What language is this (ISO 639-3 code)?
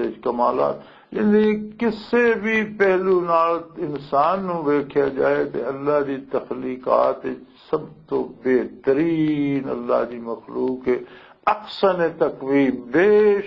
lah